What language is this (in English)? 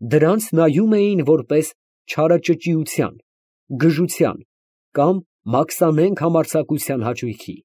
Armenian